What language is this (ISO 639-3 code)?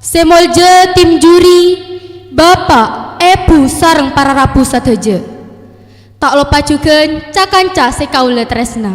mad